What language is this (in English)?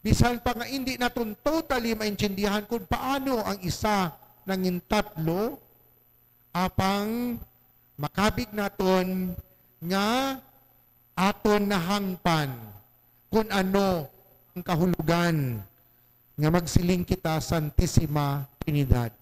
Hiligaynon